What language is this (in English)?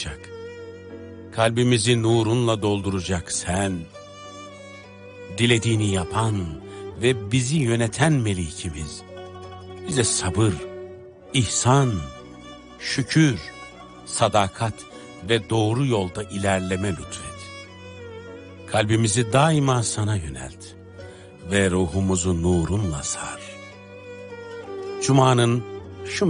Turkish